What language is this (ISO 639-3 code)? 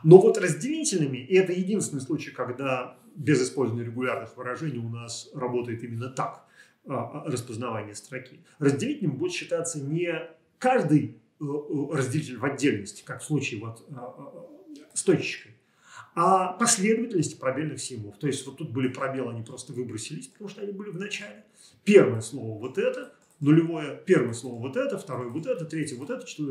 rus